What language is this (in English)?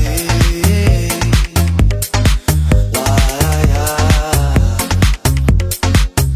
Portuguese